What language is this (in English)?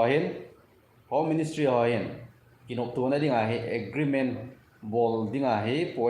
Thado Chin